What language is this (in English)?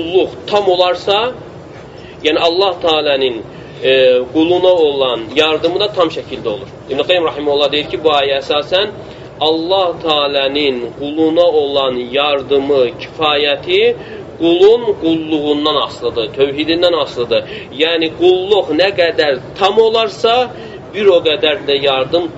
Azerbaijani